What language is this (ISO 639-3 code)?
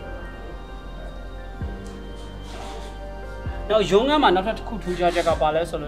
mya